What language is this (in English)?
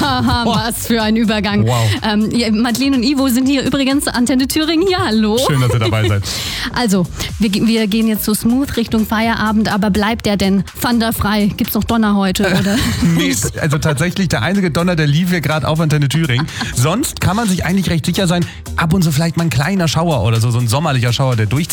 German